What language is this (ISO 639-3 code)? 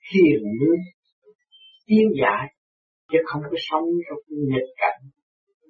vie